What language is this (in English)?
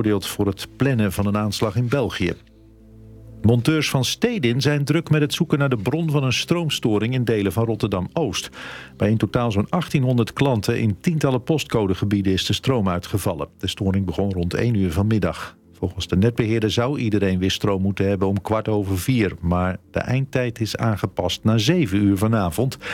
Dutch